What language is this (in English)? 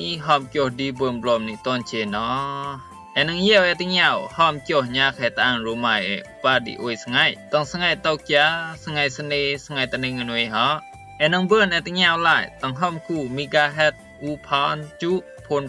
Rumai Palaung